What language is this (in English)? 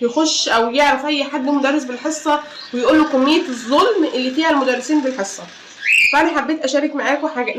Egyptian Arabic